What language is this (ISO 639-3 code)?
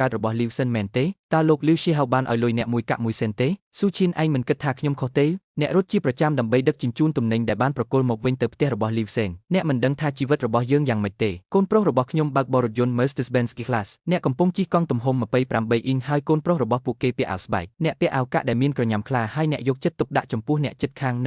khm